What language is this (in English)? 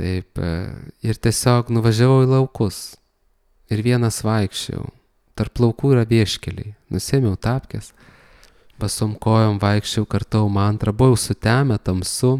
Lithuanian